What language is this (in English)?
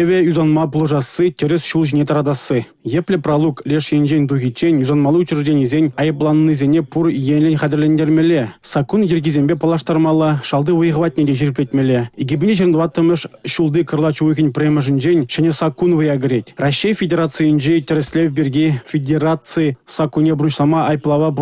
Chuvash